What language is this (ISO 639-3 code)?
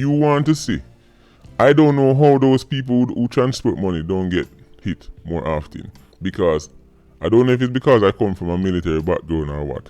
jam